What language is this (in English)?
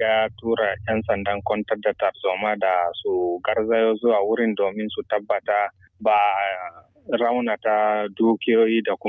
Hausa